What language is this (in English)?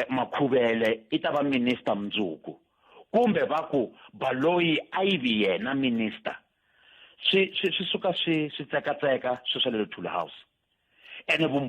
Tsonga